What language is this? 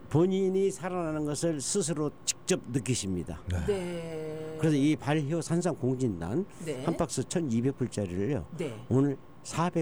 Korean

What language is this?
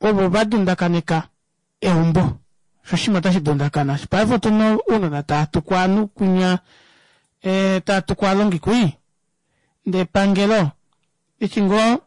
Kuanyama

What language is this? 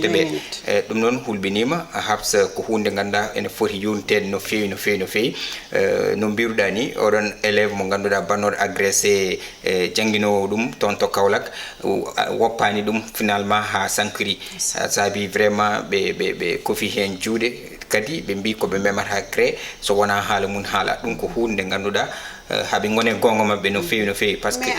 Fula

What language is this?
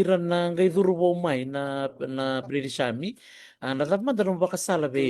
Fijian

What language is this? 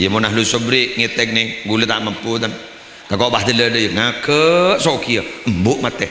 Madurese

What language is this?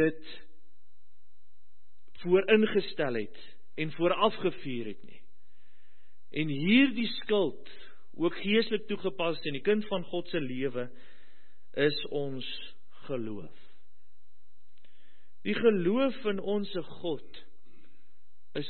Afrikaans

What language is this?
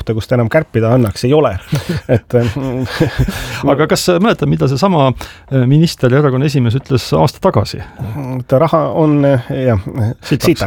Estonian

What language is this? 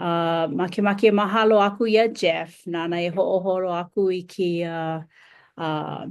Hawaiian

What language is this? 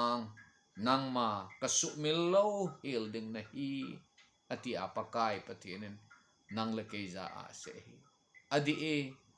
Thado Chin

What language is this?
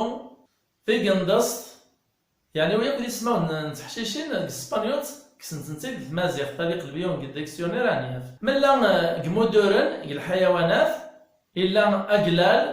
Kabyle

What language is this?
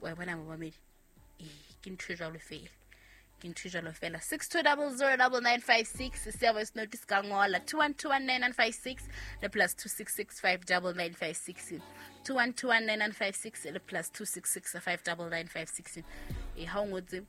Southern Sotho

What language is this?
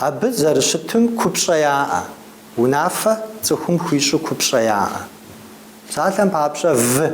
Kabardian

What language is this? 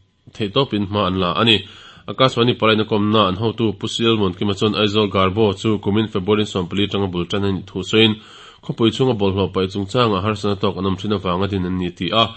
Mizo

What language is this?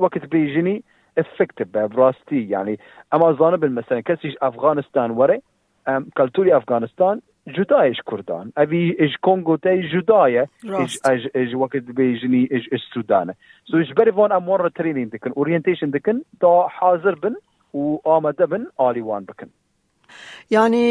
Kurdish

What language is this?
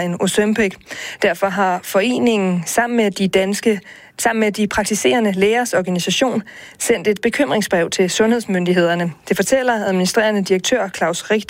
Danish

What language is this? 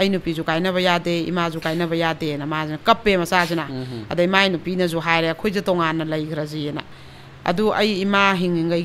Manipuri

